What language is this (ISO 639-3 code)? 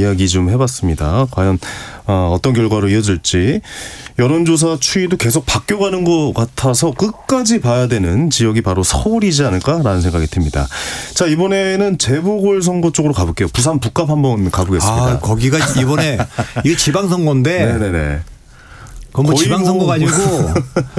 kor